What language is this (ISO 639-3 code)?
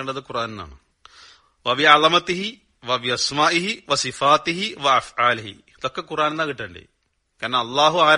mal